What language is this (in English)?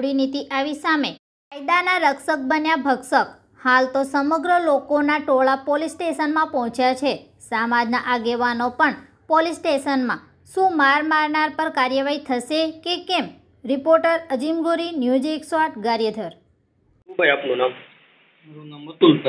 Gujarati